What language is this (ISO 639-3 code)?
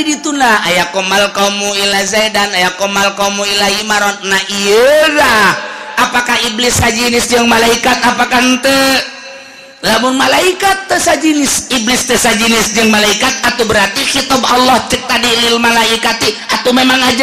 sun